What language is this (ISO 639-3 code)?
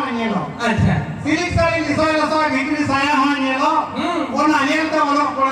sat